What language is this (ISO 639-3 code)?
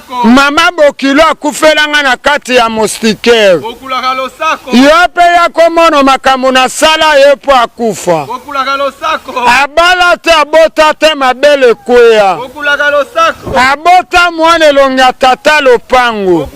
lin